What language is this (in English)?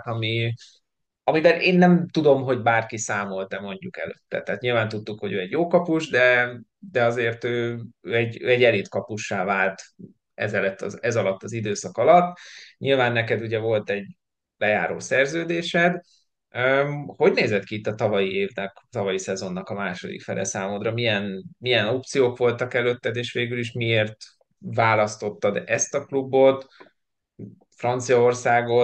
Hungarian